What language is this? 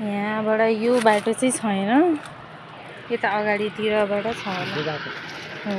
Nepali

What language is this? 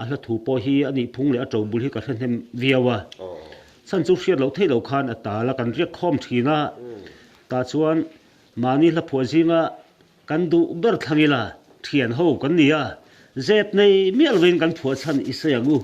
Mizo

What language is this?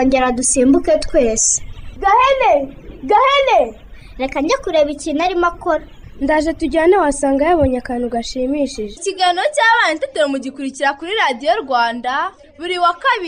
Kinyarwanda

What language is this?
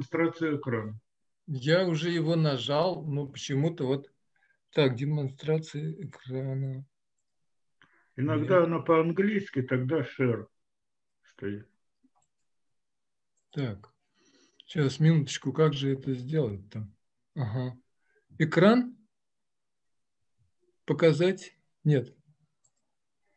Russian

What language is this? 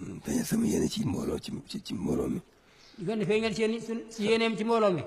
Wolof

